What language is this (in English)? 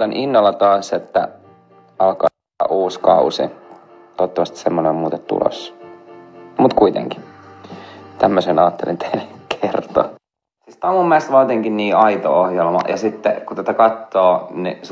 Finnish